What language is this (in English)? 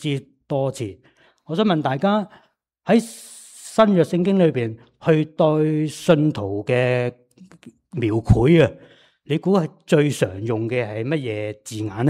Cantonese